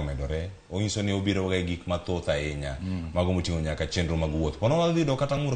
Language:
Luo (Kenya and Tanzania)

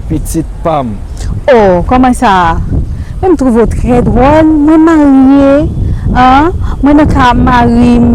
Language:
Haitian Creole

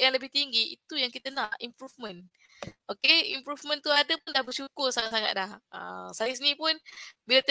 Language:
Malay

